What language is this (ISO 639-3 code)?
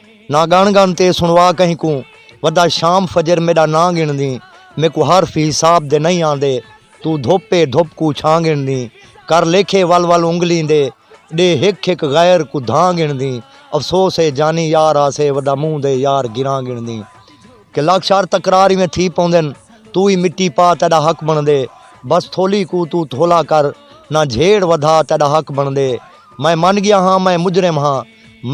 skr